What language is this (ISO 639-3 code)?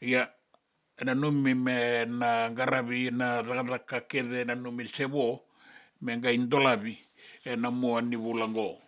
fij